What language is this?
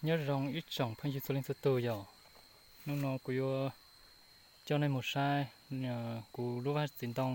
Hmong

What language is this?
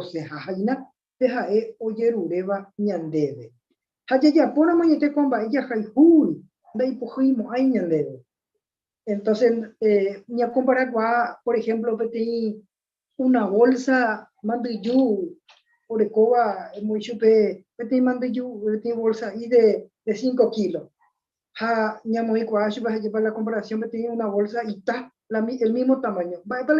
Guarani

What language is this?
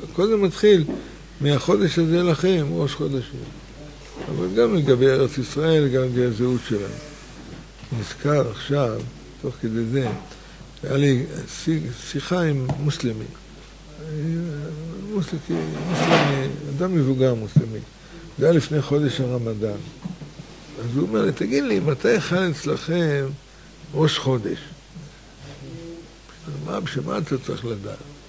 Hebrew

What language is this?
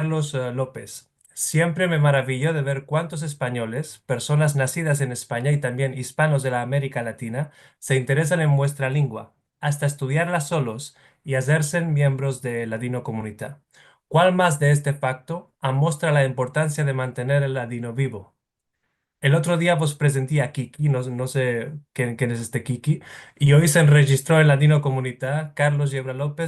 Ladino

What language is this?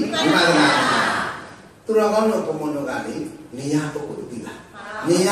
Burmese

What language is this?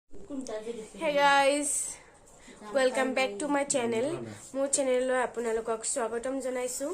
Assamese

